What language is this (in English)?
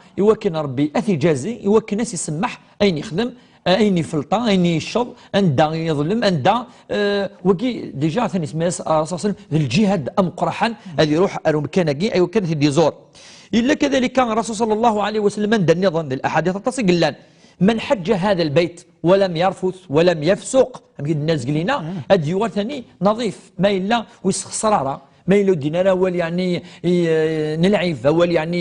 Kabyle